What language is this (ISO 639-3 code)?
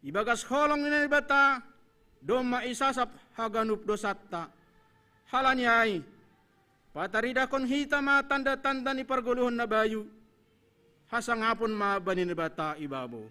bts